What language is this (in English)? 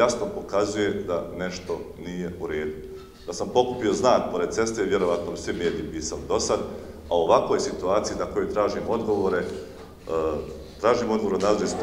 Bosnian